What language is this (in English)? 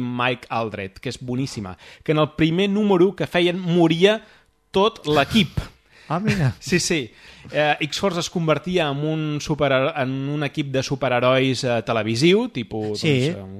Catalan